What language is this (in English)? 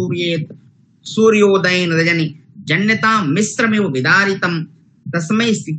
Sanskrit